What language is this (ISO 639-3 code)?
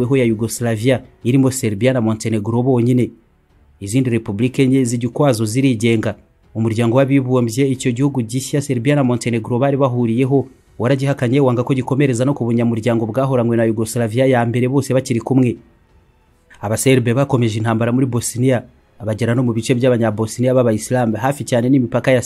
kin